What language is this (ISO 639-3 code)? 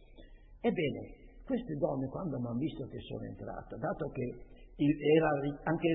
ita